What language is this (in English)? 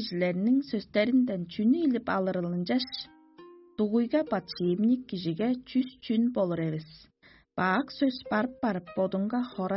Tuvinian